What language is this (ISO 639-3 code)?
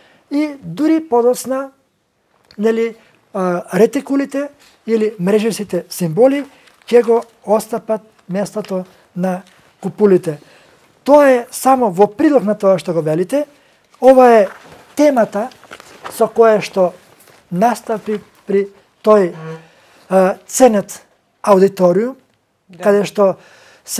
mkd